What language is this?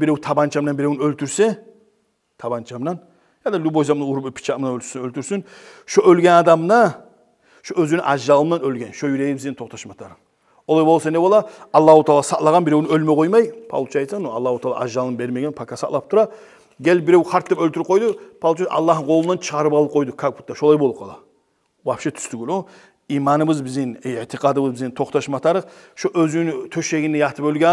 Kumyk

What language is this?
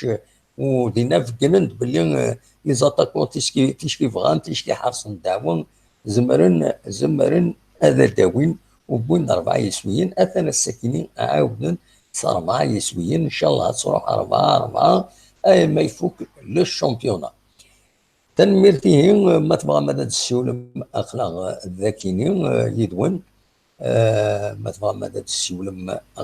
Kabyle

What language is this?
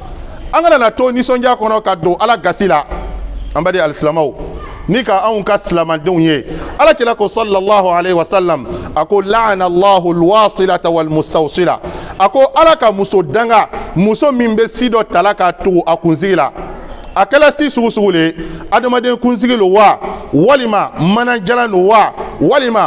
Bambara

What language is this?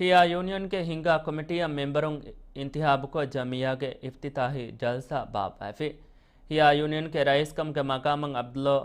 Divehi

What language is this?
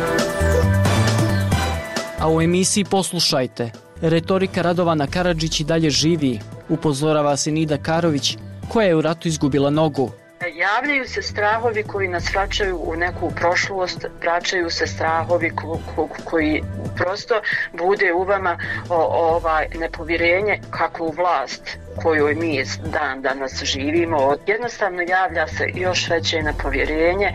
Bosnian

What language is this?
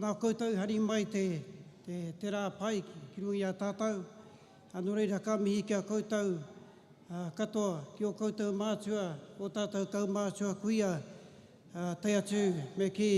Māori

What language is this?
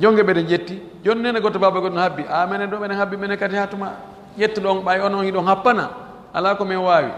Fula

